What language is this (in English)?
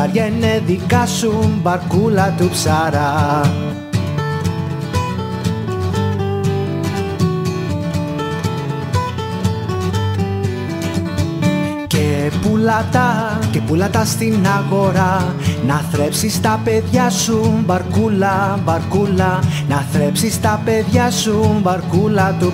Greek